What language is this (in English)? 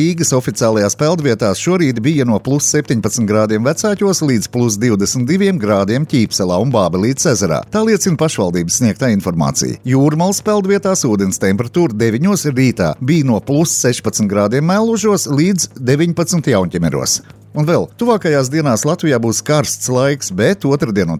Latvian